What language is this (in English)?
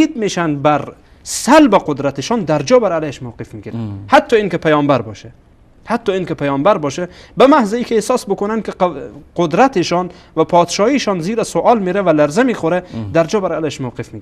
Persian